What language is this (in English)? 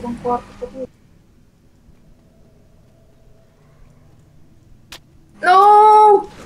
Filipino